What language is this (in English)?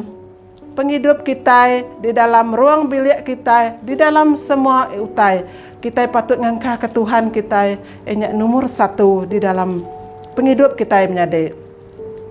Iban